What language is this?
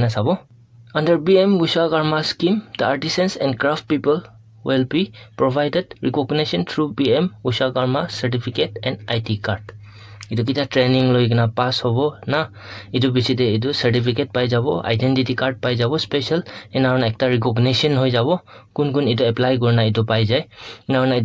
Naga Pidgin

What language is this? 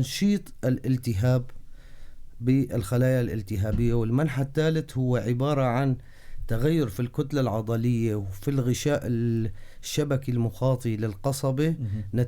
North Levantine Arabic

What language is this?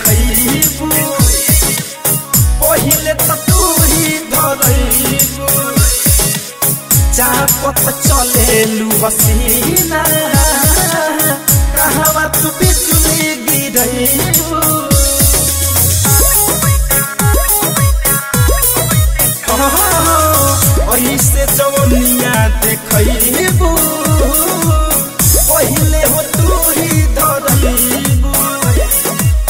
Bhojpuri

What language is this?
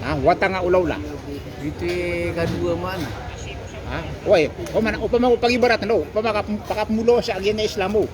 Maranao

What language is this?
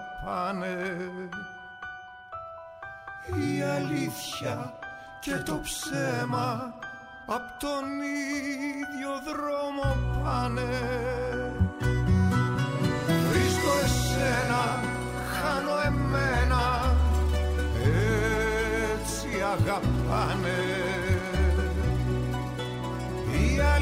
Greek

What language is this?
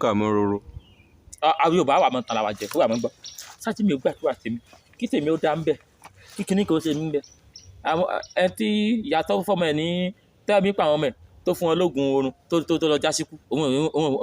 Yoruba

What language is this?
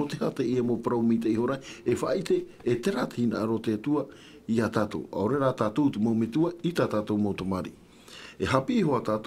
Tahitian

